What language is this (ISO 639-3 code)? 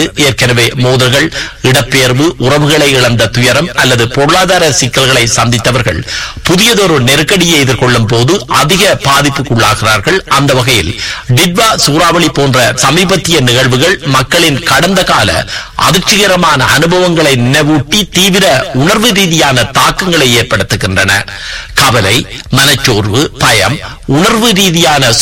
tam